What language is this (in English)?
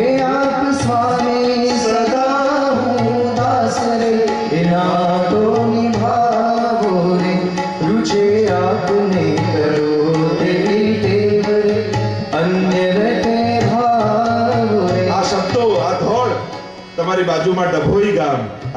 Gujarati